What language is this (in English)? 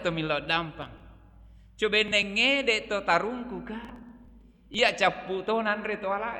Buginese